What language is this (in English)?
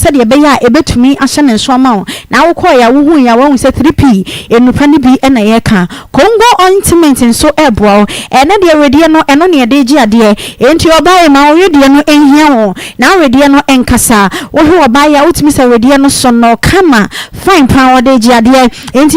Akan